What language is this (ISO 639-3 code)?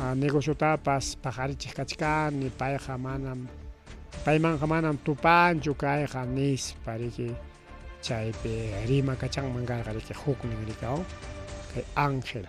quy